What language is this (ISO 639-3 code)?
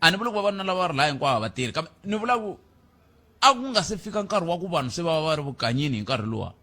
tso